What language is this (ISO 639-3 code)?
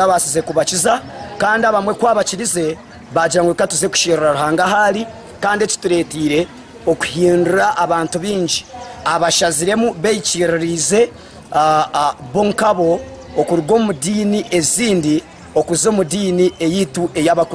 nyn